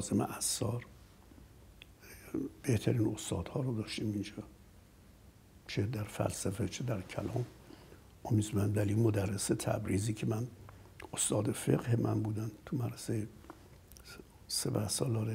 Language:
Persian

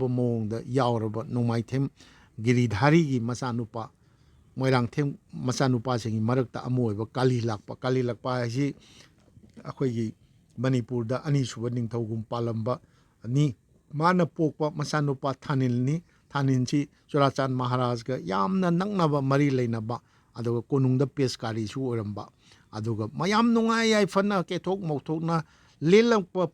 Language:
Manipuri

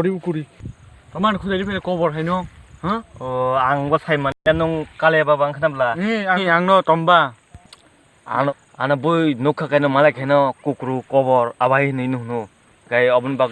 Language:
Kok Borok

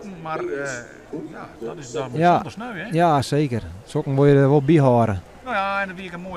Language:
Western Frisian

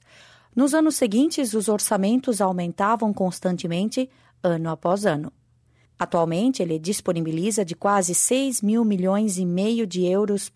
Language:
Portuguese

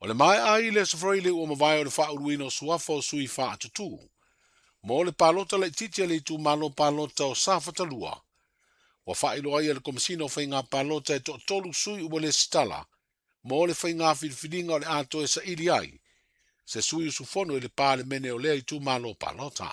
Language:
Samoan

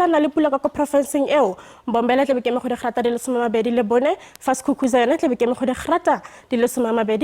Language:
Tswana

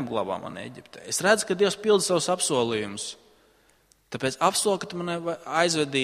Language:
Latvian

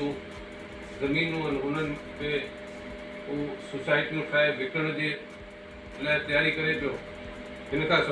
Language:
Sindhi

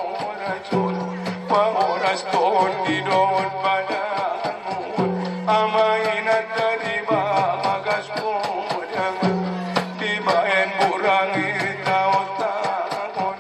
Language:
Batak Angkola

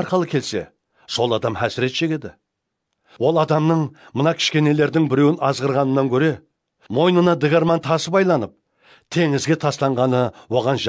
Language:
Kara-Kalpak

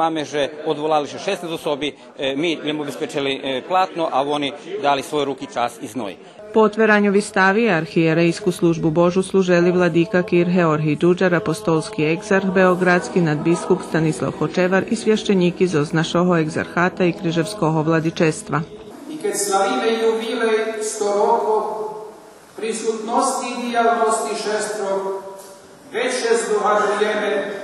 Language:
Rusyn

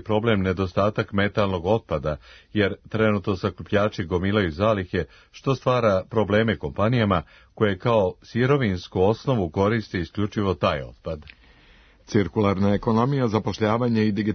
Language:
Serbian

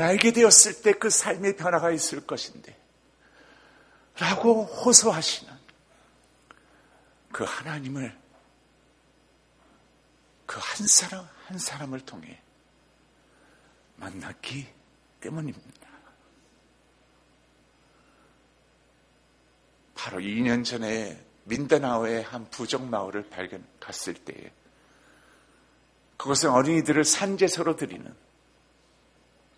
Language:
Korean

